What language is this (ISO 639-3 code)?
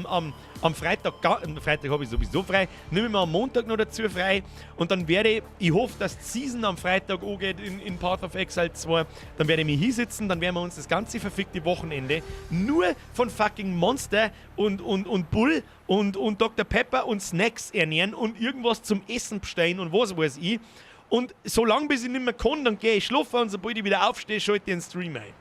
bar